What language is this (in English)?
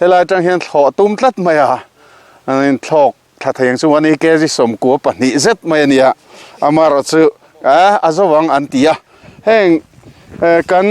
Mizo